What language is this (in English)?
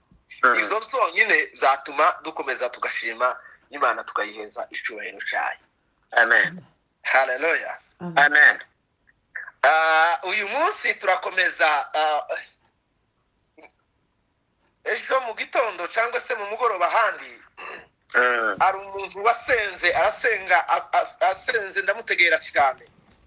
Kinyarwanda